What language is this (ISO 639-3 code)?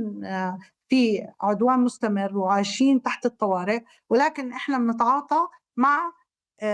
apc